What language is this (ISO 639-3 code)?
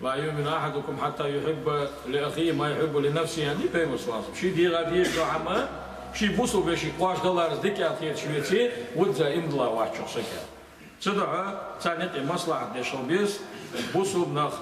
inh